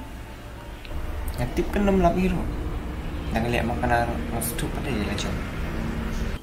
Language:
Khasi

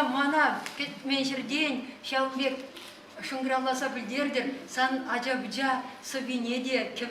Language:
Chuvash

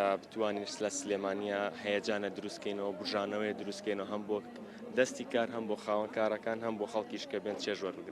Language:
Central Kurdish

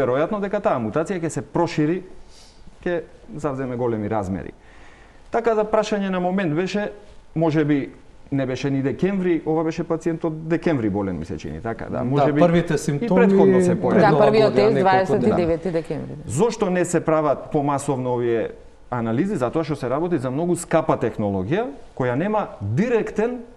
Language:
Macedonian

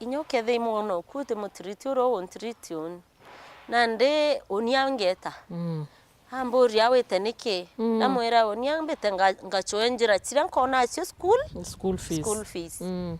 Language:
Meru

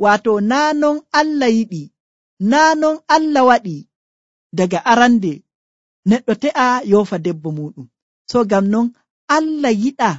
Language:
Nigerian Fulfulde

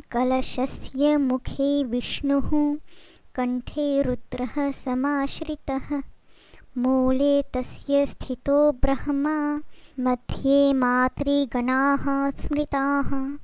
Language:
Sanskrit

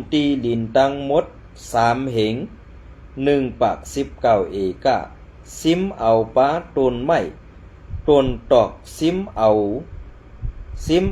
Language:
Shan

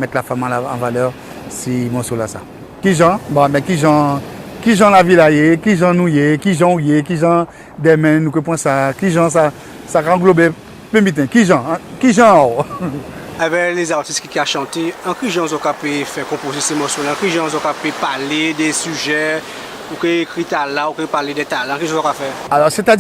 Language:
Guadeloupean Creole French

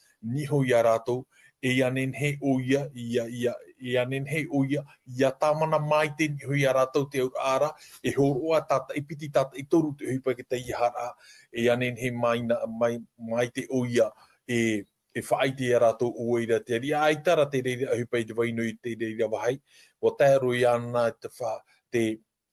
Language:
Tahitian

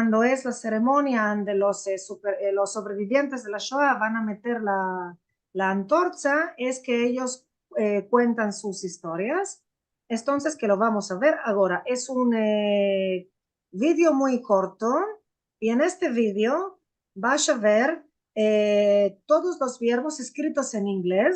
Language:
Ladino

